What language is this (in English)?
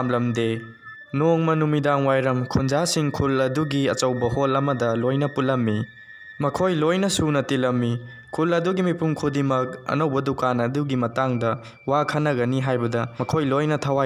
Manipuri